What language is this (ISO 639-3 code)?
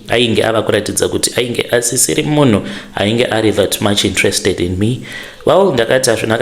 sna